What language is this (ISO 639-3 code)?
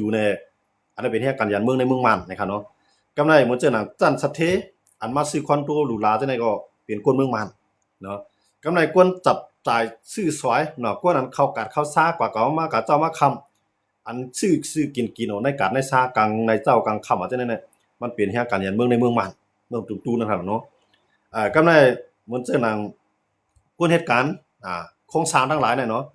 shn